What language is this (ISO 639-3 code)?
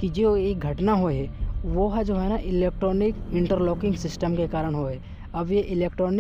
hne